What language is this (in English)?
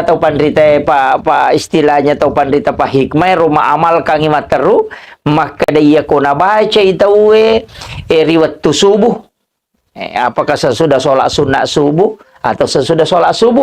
Buginese